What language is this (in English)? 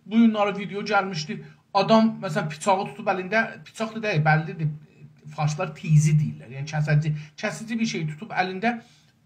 South Azerbaijani